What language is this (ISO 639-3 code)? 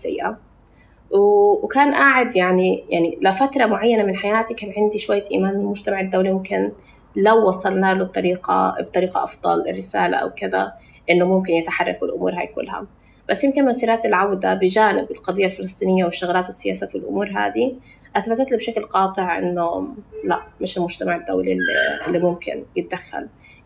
apc